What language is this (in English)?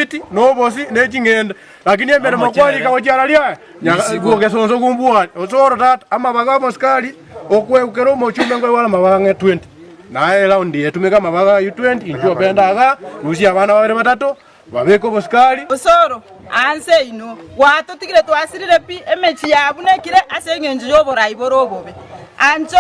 Gusii